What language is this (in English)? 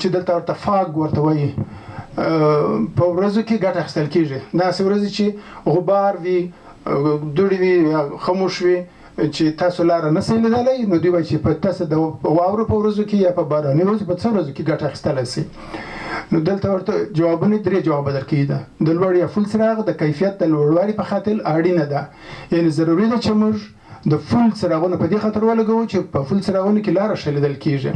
Pashto